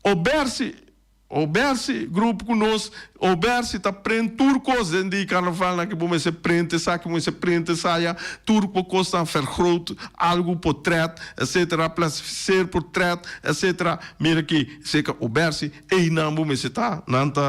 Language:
Papiamento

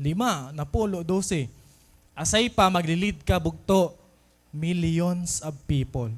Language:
Waray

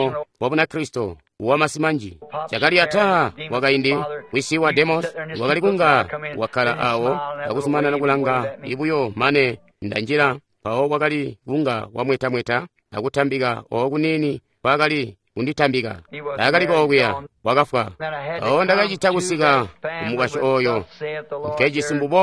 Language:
Tonga (Zambia)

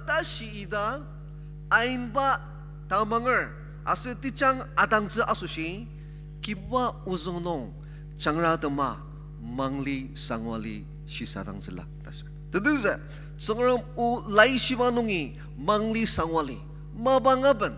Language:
Ao Naga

